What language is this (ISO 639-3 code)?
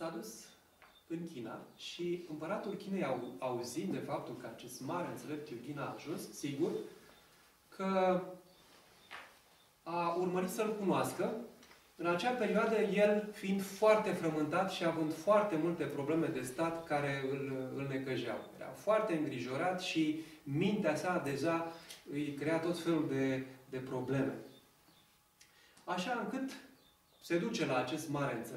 ron